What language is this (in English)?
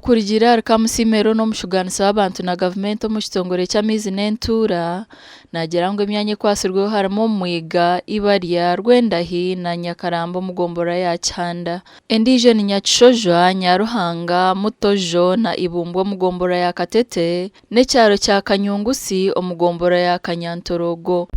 Nyankole